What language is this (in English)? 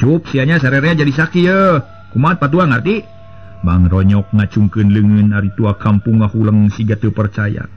Sundanese